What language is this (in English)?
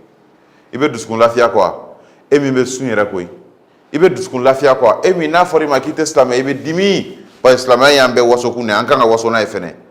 Bambara